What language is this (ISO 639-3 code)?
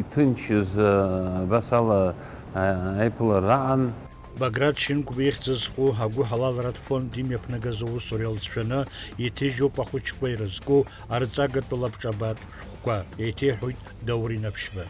abk